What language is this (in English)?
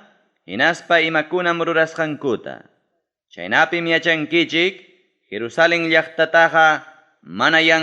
Ayacucho Quechua